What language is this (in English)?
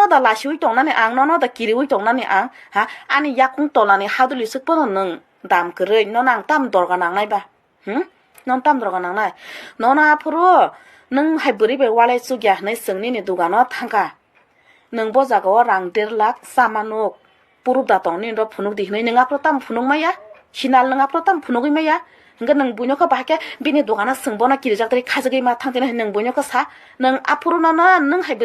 Kok Borok